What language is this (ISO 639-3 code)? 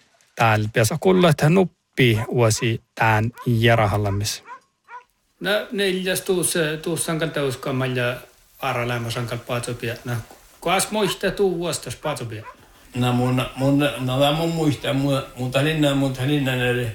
sme